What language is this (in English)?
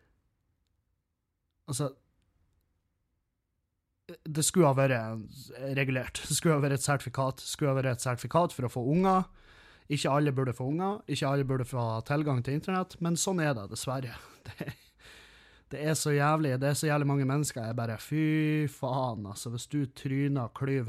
Norwegian